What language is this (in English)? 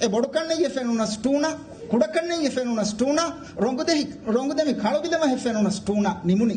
Divehi